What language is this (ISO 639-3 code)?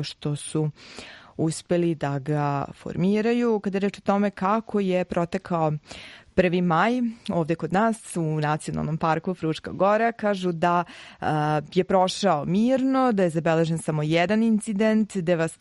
srp